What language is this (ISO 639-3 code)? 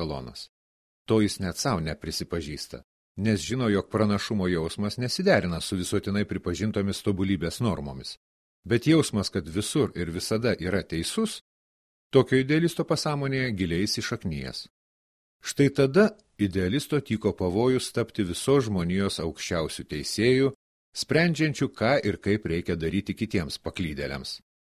lit